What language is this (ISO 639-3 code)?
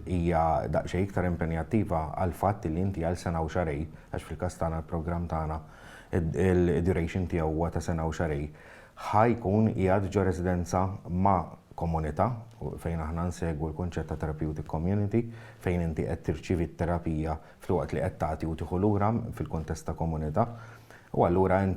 mlt